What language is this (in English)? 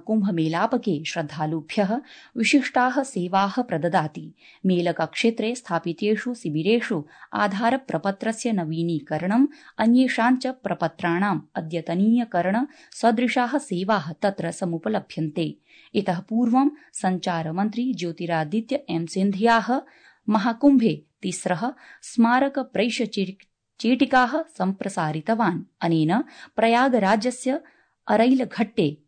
Sanskrit